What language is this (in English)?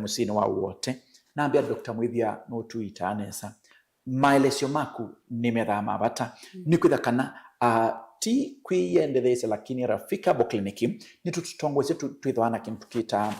Kamba